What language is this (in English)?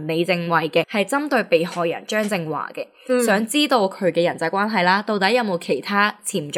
Cantonese